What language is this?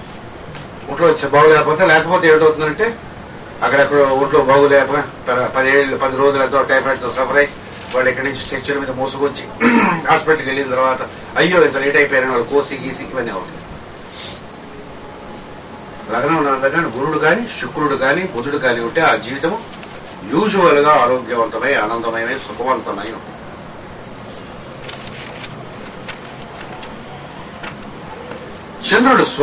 Telugu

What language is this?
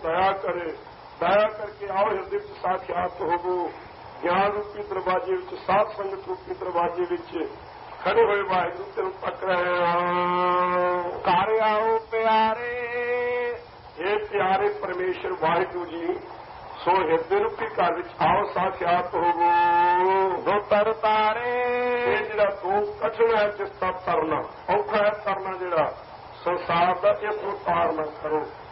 Punjabi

